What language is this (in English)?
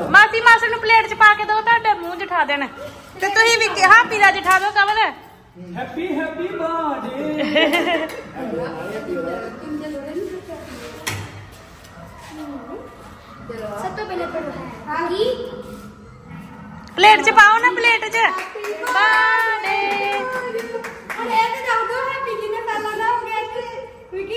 Punjabi